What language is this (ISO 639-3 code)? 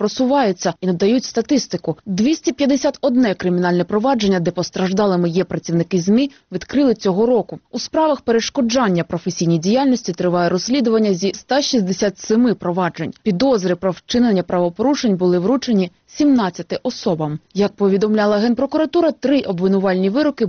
ukr